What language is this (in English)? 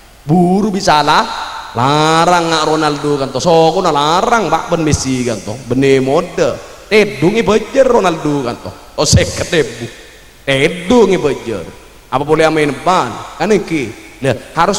Madurese